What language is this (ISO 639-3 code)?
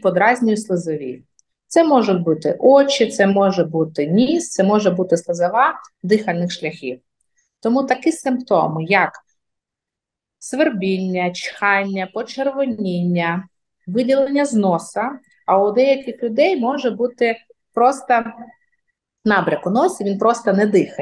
ukr